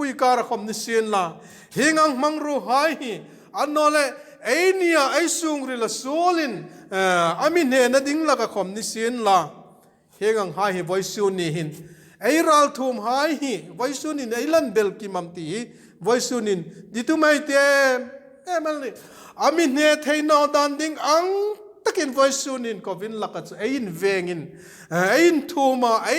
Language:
Hmar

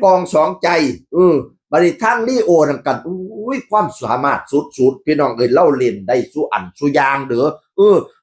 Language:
Northeastern Thai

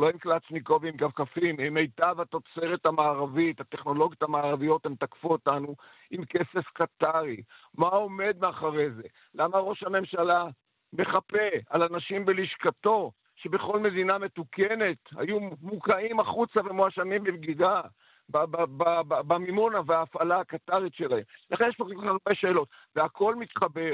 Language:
Hebrew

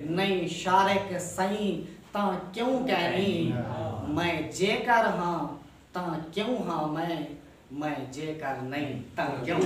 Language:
Saraiki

